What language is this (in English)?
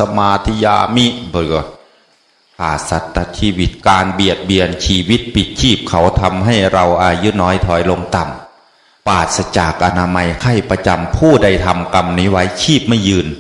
Northeastern Thai